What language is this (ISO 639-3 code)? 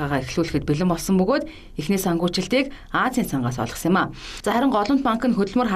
mon